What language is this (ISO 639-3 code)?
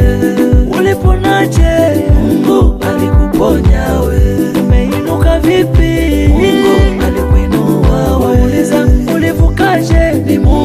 swa